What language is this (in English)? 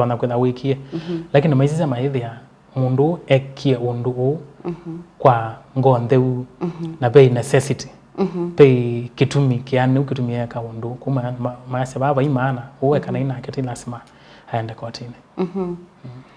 Kamba